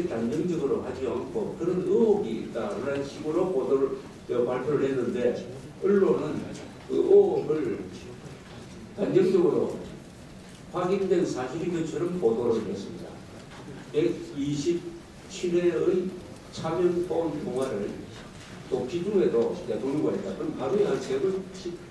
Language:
Korean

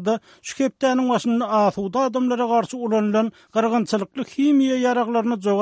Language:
Turkmen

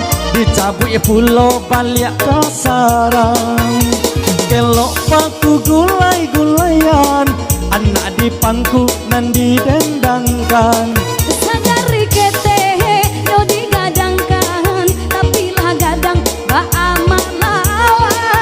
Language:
Minangkabau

